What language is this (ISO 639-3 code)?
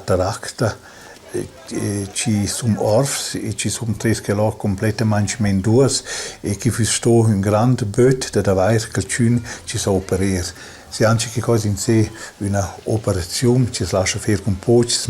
roh